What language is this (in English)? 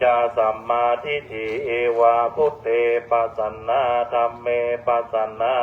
Pali